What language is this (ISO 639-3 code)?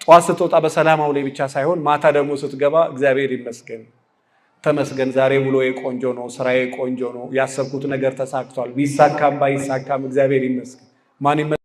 amh